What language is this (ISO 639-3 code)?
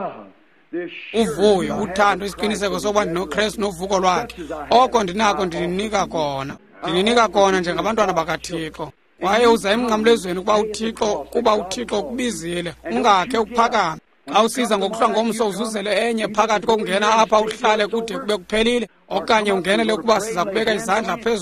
xho